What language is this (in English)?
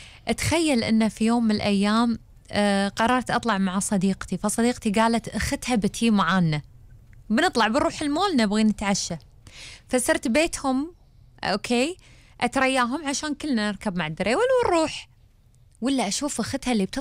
Gulf Arabic